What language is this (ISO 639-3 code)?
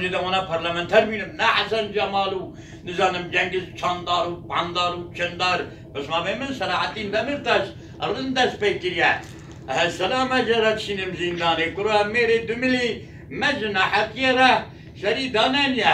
kur